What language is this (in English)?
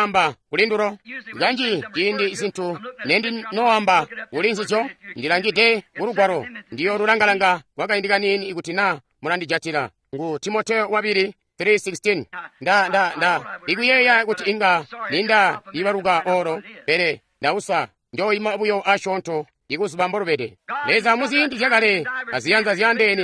Tonga (Zambia)